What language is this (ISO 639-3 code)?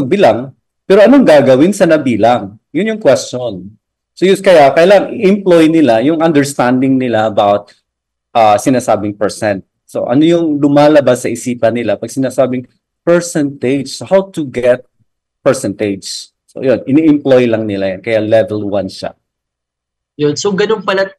fil